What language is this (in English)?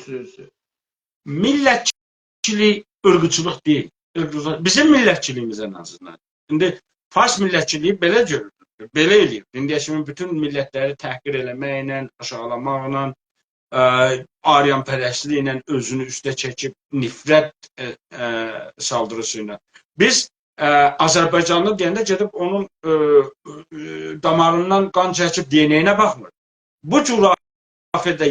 South Azerbaijani